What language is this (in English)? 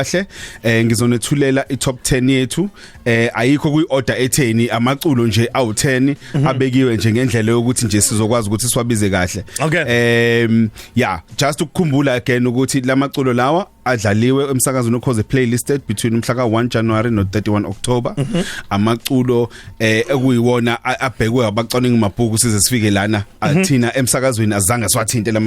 Zulu